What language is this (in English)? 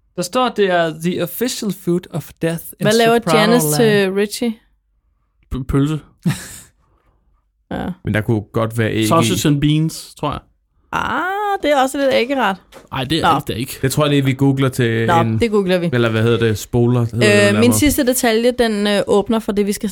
Danish